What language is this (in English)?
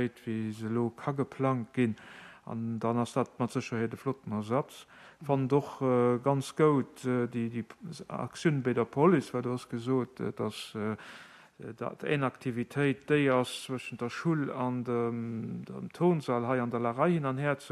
Luxembourgish